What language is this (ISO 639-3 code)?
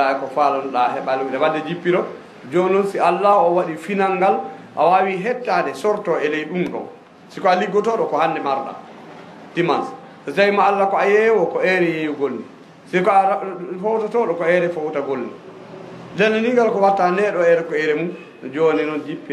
ful